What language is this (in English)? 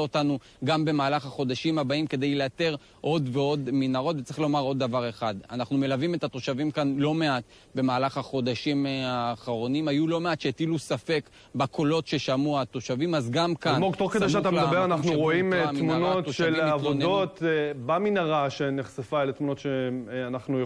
Hebrew